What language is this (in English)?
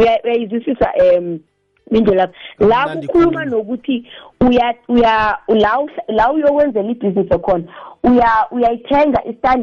South Ndebele